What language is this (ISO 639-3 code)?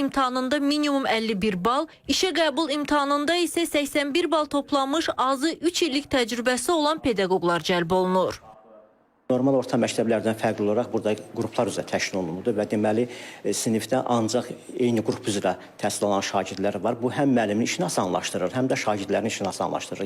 aze